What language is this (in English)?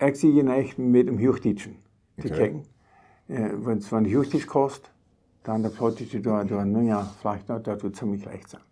Plautdietsch